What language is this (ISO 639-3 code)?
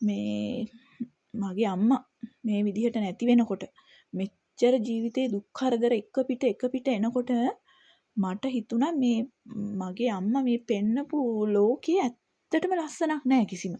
sin